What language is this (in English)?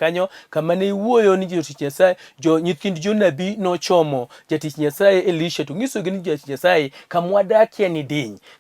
Luo (Kenya and Tanzania)